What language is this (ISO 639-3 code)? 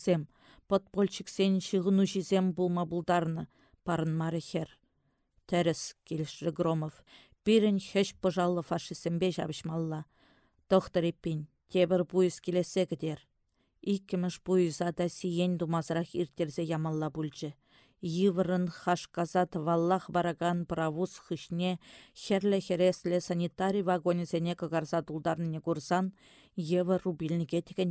chv